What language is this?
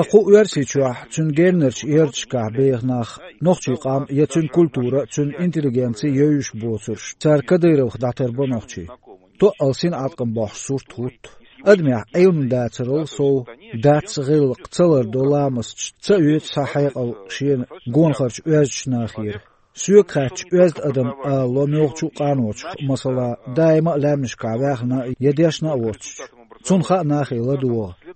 Chechen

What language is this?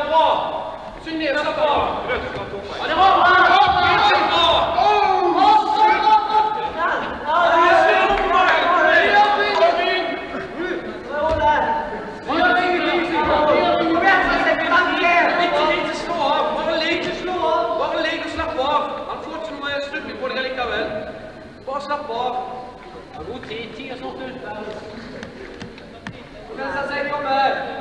Norwegian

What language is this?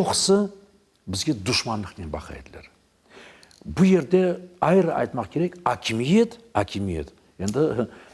Crimean Tatar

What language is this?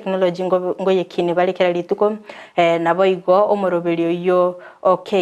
Gusii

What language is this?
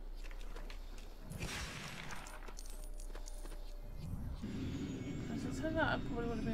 English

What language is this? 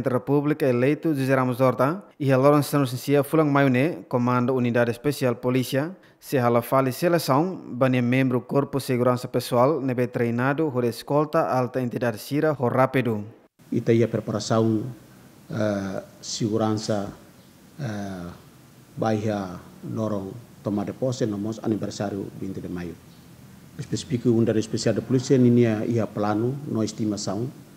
Tetum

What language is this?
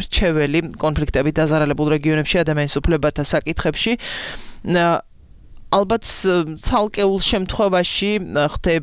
Georgian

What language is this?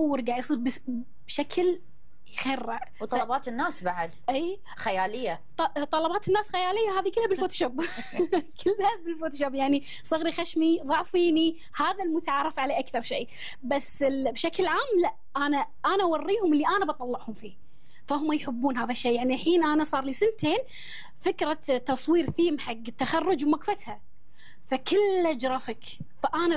Gulf Arabic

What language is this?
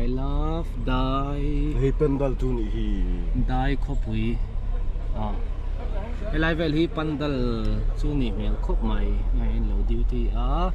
Mizo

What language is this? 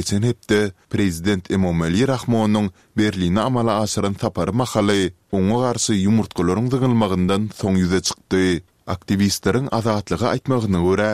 Turkmen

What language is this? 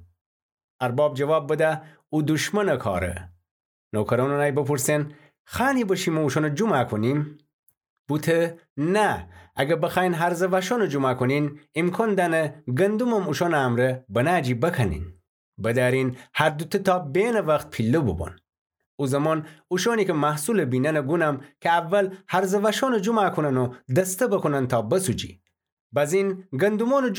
Gilaki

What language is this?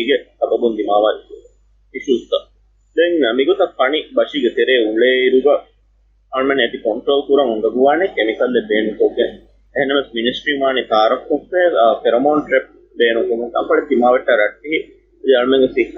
Divehi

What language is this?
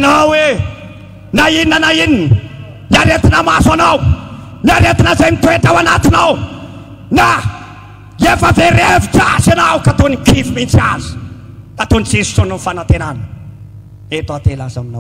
Malagasy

